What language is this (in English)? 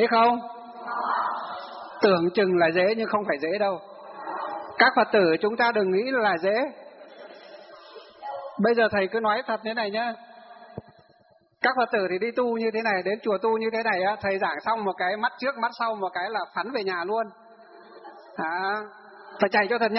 Vietnamese